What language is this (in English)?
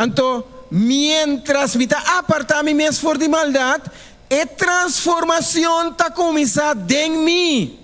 Papiamento